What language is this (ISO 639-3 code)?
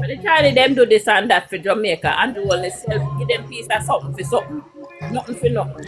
jam